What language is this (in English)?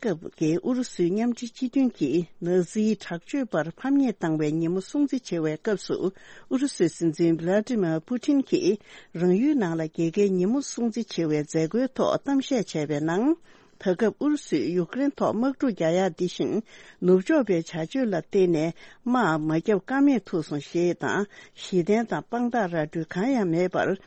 Tibetan